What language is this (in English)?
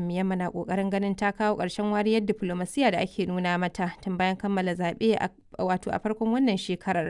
Hausa